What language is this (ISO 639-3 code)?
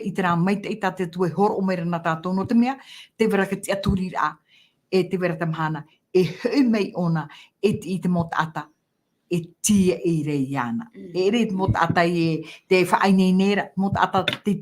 tah